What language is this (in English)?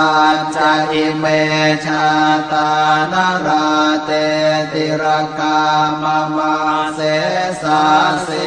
Pali